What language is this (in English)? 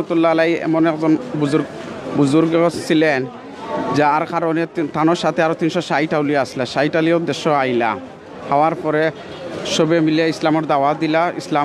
Sylheti